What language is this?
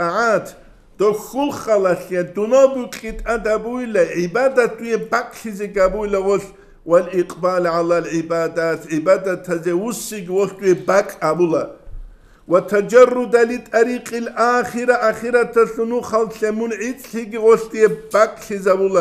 Avaric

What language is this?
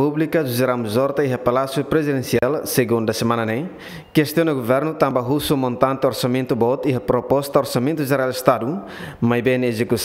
Tetum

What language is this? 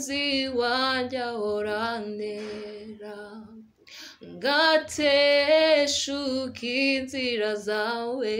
Kinyarwanda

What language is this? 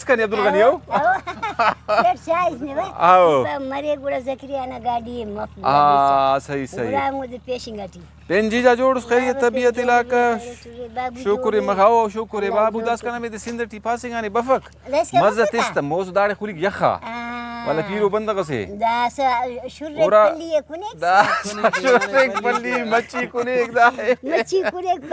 Brahui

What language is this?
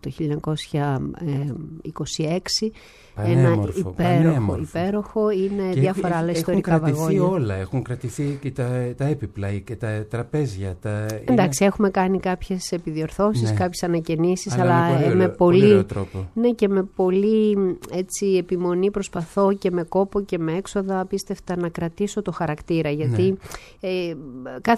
Greek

